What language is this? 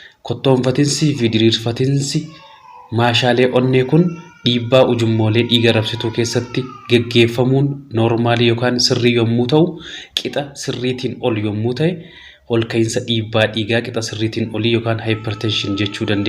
Oromo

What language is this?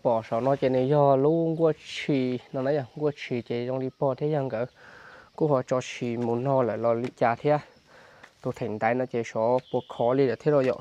Hmong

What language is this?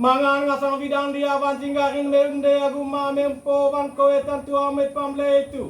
Manggarai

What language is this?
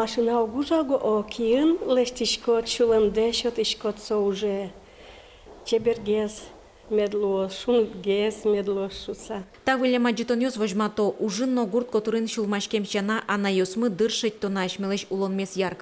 Udmurt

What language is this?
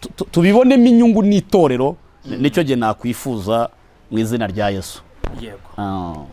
Kinyarwanda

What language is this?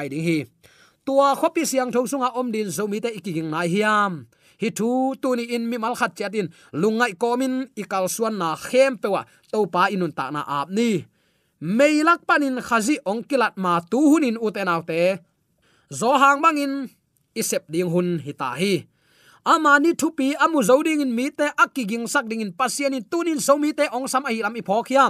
Tedim Chin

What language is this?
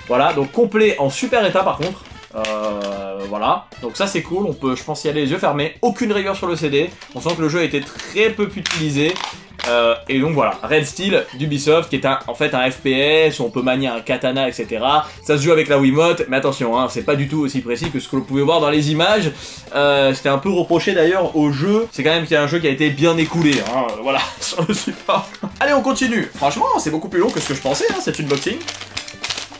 French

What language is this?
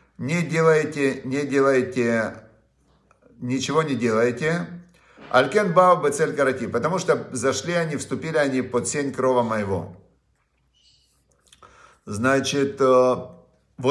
Russian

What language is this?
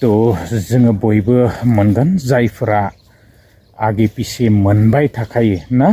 Bodo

